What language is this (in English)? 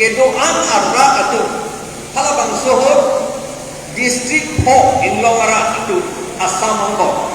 Karbi